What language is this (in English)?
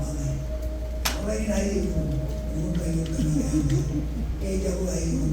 Marshallese